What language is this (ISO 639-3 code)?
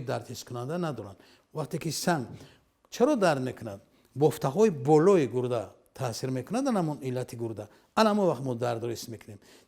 tgk